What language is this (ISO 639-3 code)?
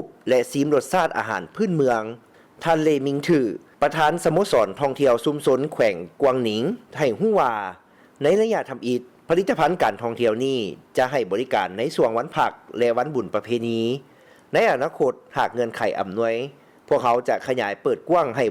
lao